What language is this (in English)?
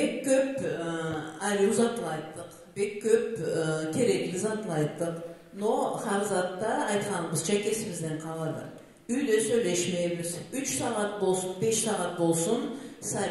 Karachay-Balkar